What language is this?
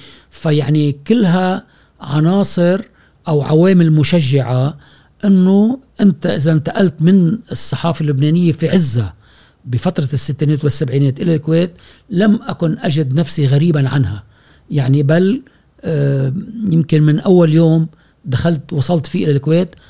Gulf Arabic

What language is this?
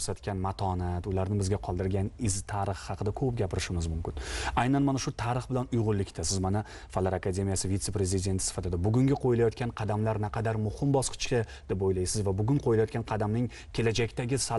Uzbek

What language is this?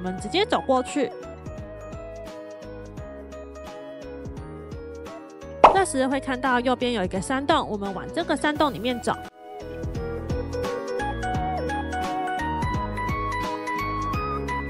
Chinese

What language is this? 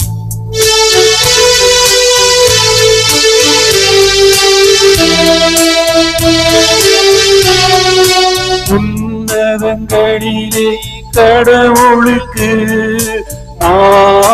Tamil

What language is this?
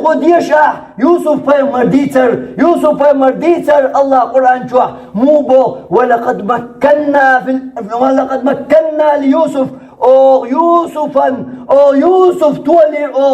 Chechen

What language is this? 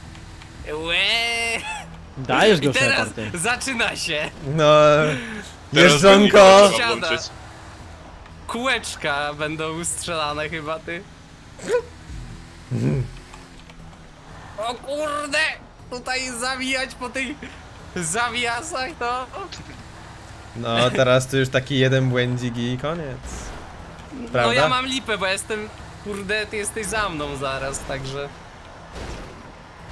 Polish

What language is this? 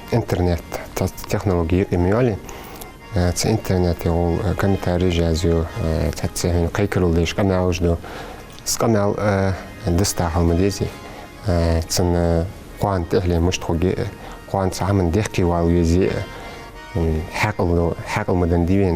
Ingush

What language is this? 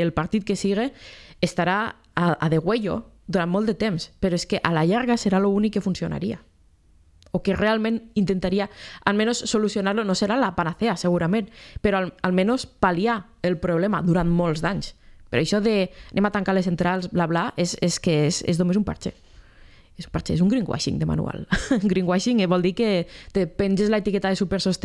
Catalan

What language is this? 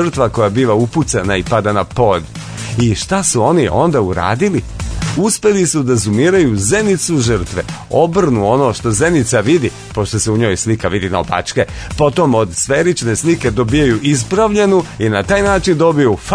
Serbian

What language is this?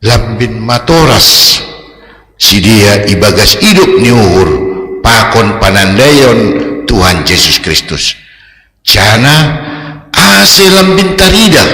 Batak Simalungun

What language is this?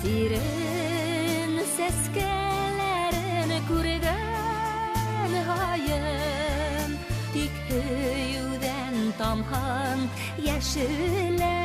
Bashkir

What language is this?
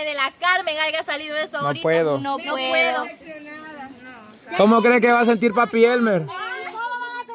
Spanish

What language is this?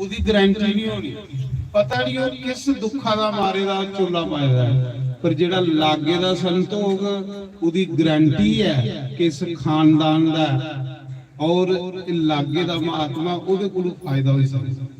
Dogri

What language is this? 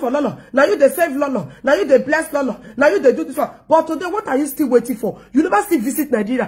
Nigerian Pidgin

